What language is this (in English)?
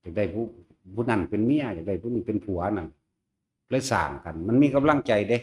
Northeastern Thai